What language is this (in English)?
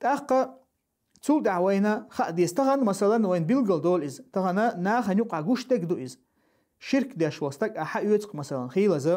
Chechen